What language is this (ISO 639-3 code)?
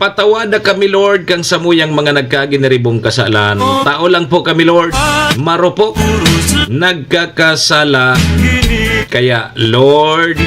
bik